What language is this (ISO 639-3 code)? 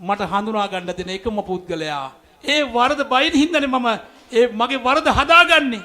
sin